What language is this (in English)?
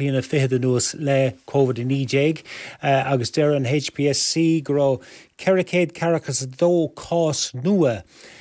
Irish